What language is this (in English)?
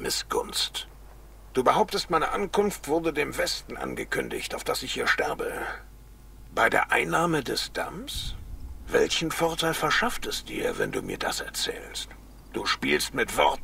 German